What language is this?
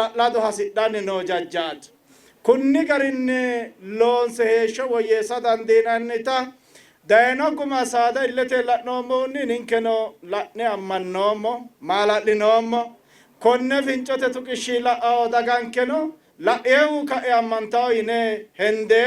Sidamo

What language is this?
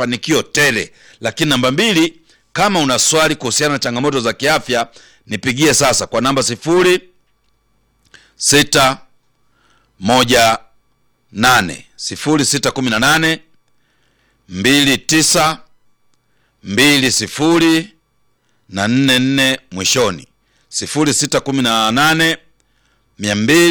Swahili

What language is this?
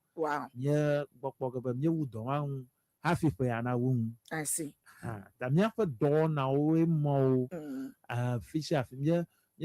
Ewe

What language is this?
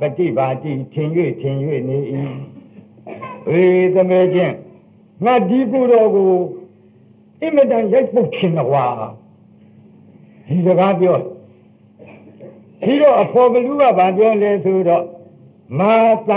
Burmese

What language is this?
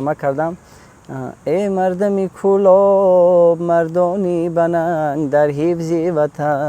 Tajik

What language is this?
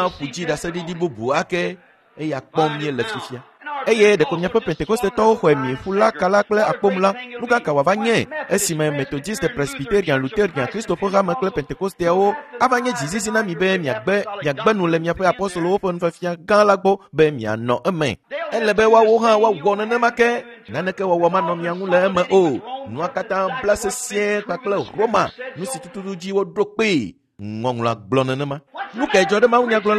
Ewe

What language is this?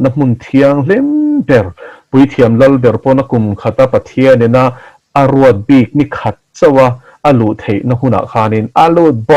Mizo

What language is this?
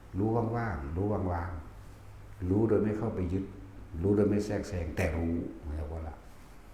Northeastern Thai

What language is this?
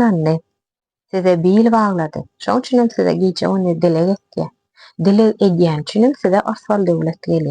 Turkmen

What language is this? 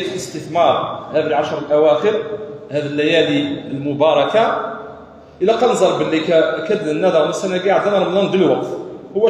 Kabyle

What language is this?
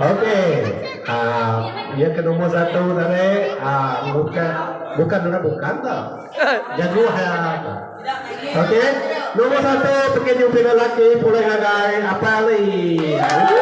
Iban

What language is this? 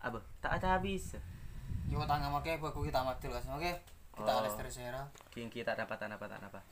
Madurese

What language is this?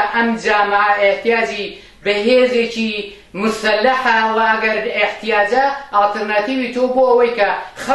Central Kurdish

